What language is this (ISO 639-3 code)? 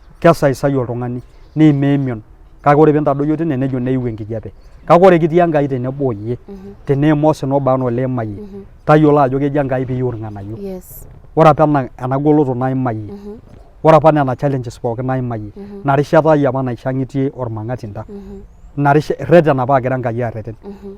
mas